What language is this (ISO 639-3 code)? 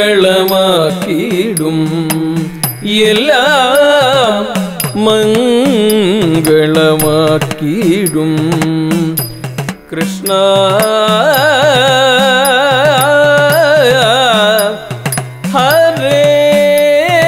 mal